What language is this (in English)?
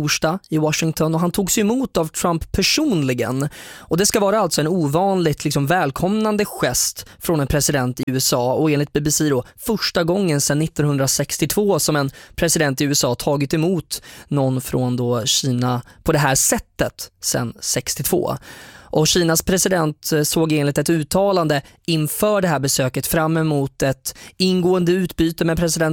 Swedish